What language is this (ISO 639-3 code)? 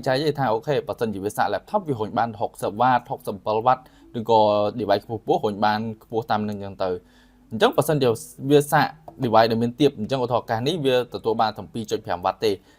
khm